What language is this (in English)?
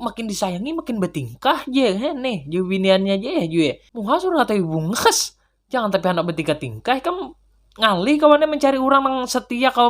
Banjar